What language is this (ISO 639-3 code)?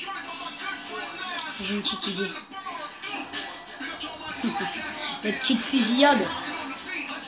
fra